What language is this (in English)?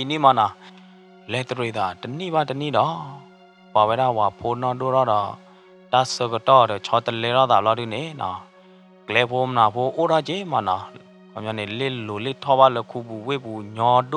S'gaw Karen